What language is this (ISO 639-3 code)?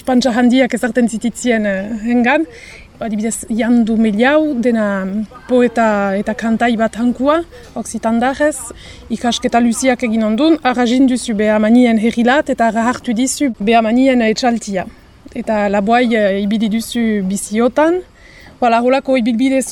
eus